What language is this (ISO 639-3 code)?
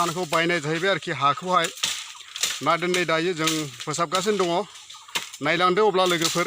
brx